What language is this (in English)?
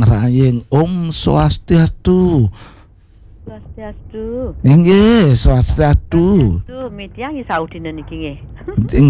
Balinese